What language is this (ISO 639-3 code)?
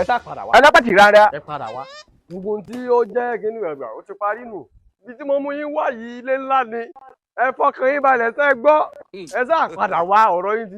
yor